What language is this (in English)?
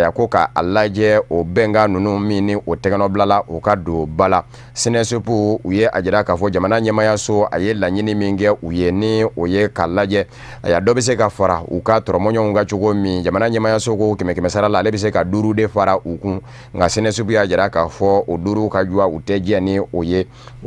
Bambara